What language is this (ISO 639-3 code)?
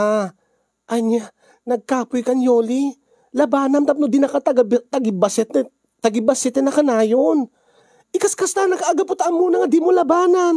ilo